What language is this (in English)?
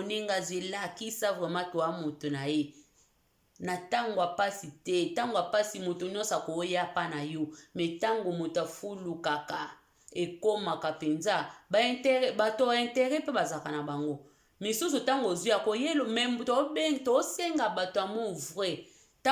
Lingala